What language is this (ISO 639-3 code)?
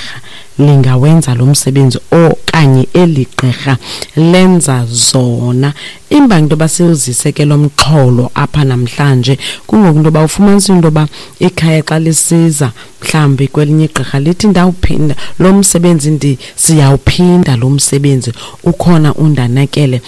xho